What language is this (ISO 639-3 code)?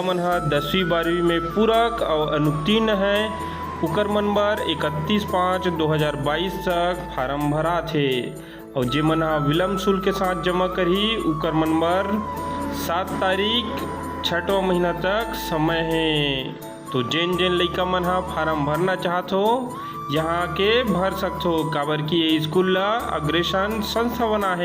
hne